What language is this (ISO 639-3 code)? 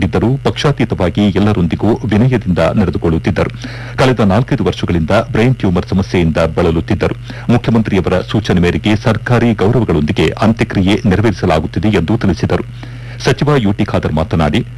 kan